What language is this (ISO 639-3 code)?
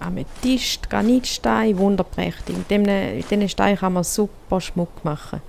gsw